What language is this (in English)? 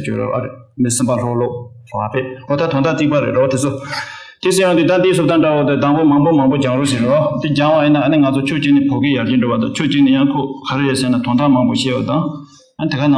Tibetan